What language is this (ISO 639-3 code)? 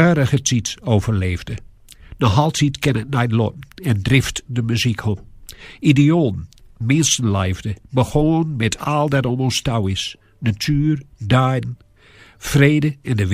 gos